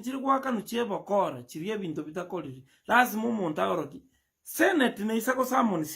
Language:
Gusii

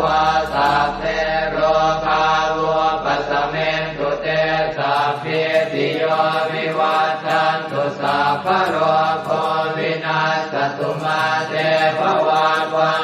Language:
Pali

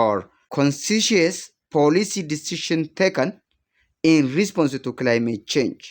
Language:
English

